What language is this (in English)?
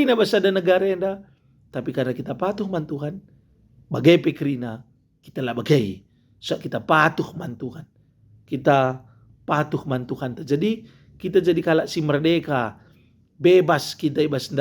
Batak Karo